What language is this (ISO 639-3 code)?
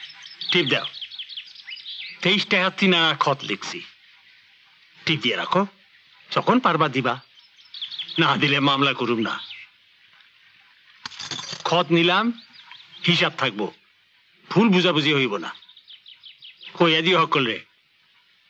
ben